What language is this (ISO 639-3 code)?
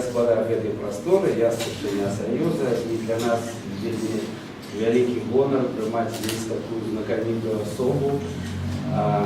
bel